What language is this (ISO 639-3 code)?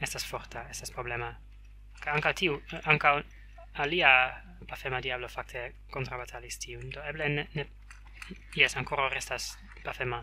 epo